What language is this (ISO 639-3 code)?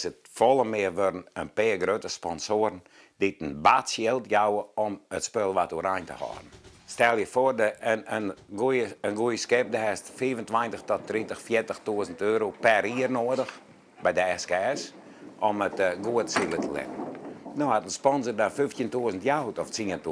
fry